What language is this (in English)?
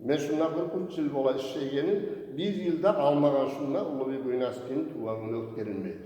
Kumyk